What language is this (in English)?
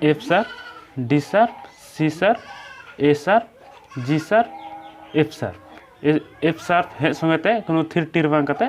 Santali